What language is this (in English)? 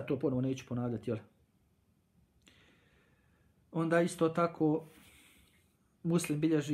Bosnian